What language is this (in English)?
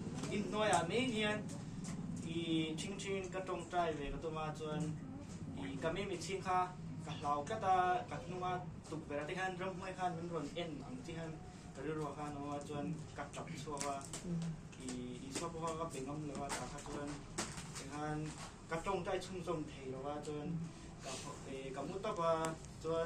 Mizo